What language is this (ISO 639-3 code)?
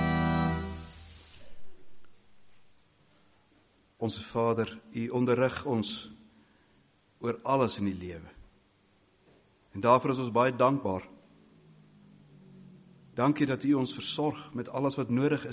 afr